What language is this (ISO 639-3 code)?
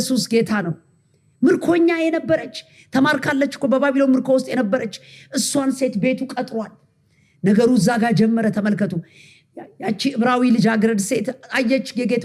amh